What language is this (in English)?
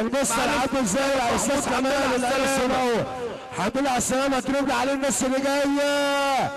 Egyptian Arabic